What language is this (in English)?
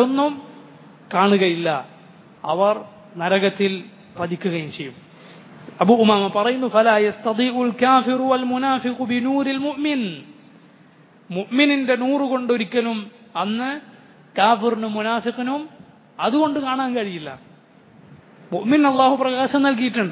Malayalam